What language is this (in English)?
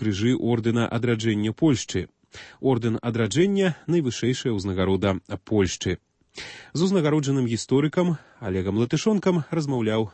Belarusian